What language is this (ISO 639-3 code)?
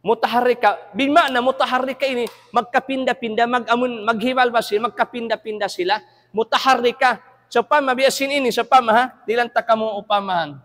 tsg